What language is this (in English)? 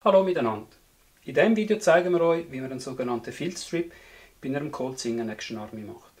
Swiss German